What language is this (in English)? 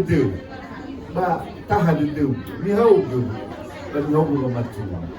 Nias